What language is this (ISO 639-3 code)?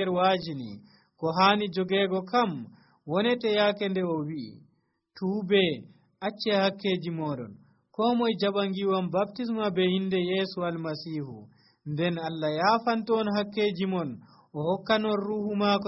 fuv